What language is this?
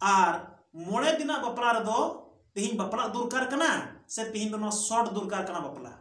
Santali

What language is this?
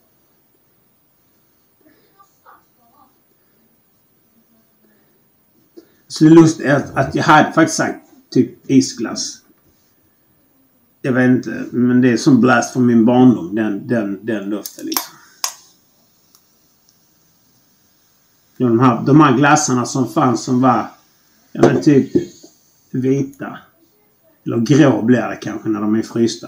Swedish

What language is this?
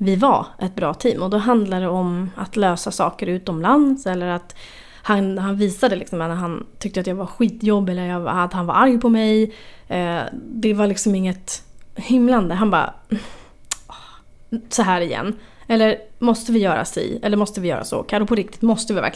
Swedish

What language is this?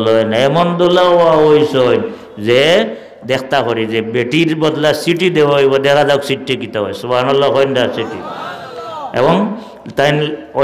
Sylheti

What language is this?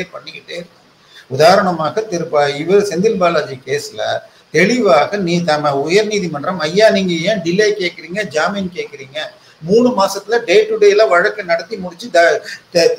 Tamil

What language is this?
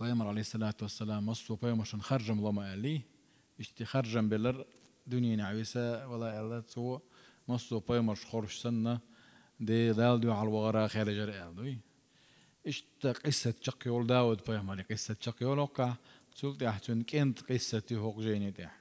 Chechen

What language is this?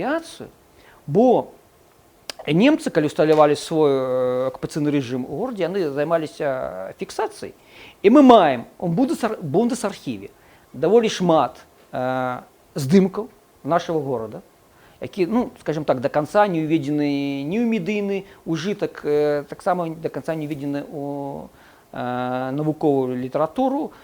Belarusian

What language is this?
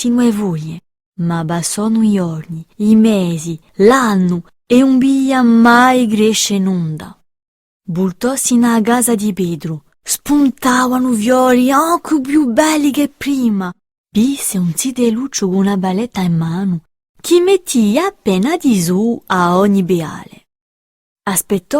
Corsican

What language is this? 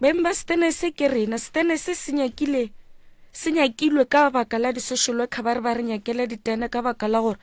Northern Sotho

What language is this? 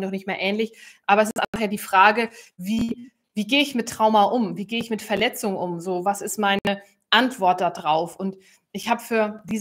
German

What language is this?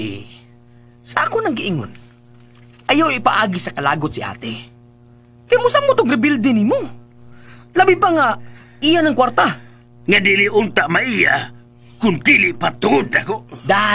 Cebuano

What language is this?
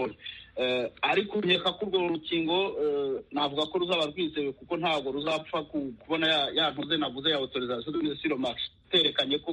Kinyarwanda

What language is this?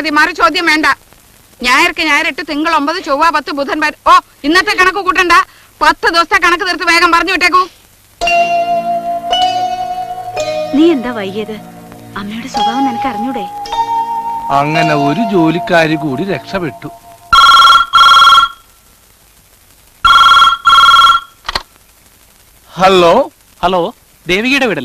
Malayalam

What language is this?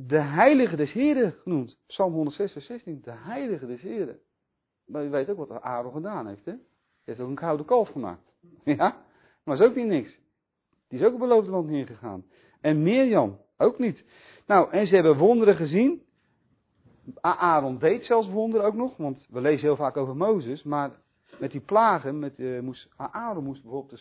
Dutch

